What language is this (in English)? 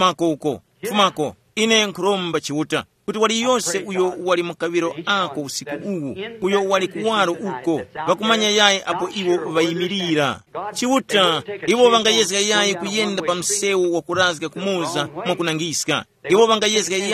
Tumbuka